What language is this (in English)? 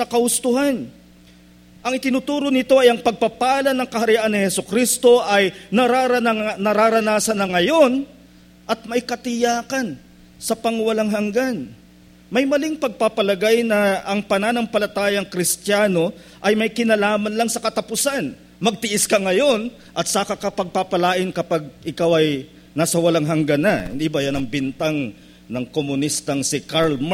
Filipino